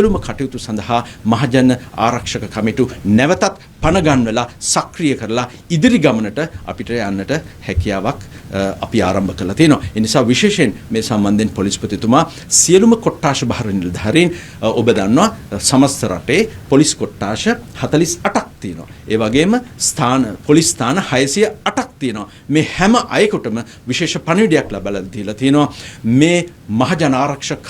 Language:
Sinhala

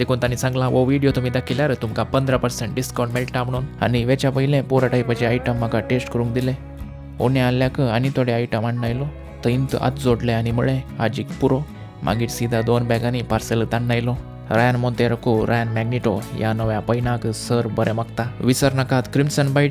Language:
Konkani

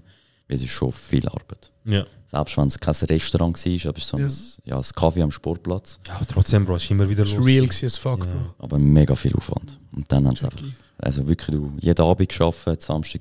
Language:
Swiss German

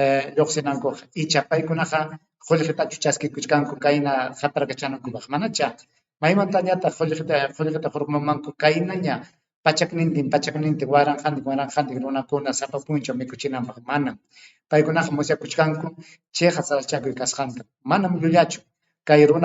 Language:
Ayacucho Quechua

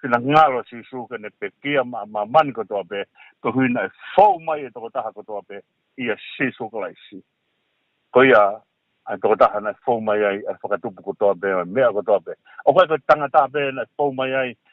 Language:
Tongan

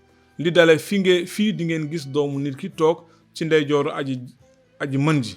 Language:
Wolof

